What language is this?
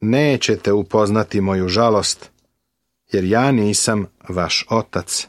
Serbian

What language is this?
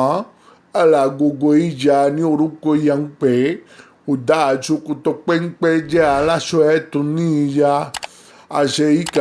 Yoruba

